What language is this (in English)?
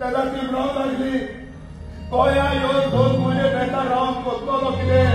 Konkani